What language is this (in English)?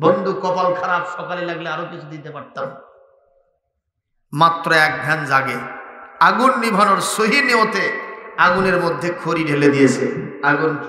Bangla